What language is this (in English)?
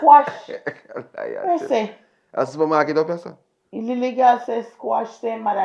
Jamaican Creole English